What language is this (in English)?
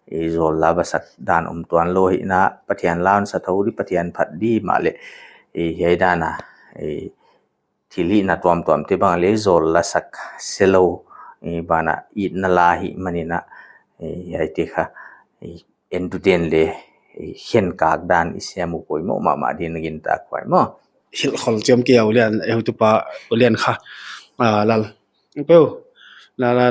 Paite Chin